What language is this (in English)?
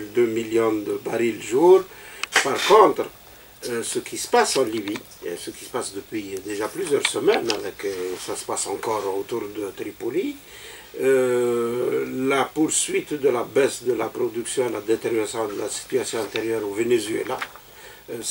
French